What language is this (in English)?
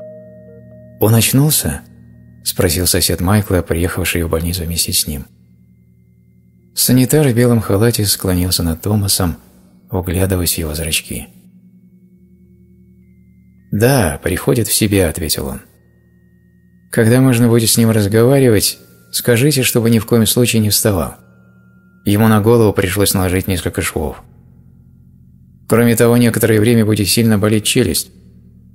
Russian